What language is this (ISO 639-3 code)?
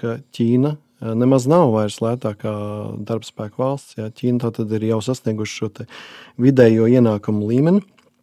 lav